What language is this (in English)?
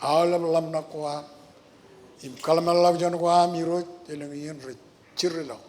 Marshallese